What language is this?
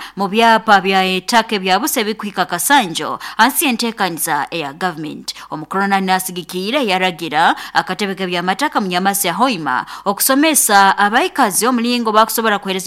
Nyoro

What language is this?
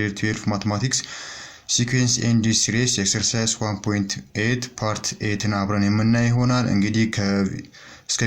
Amharic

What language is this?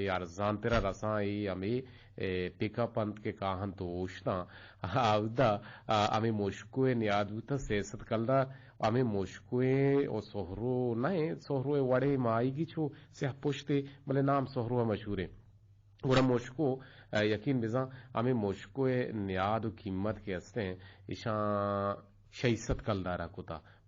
Eastern Balochi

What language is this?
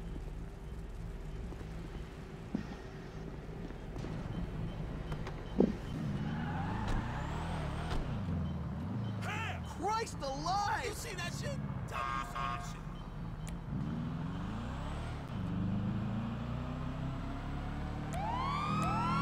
English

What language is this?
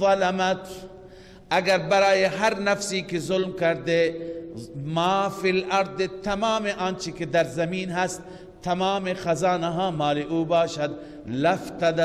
Persian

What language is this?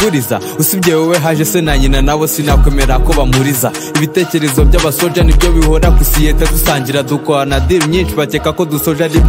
Kinyarwanda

